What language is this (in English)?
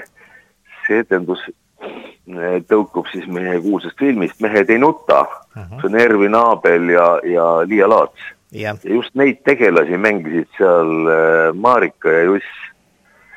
Estonian